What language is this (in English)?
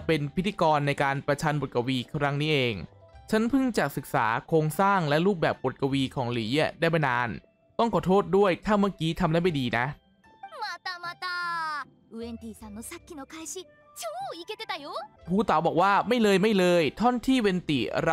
Thai